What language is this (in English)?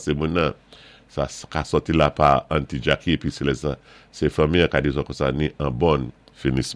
Saint Lucian Creole French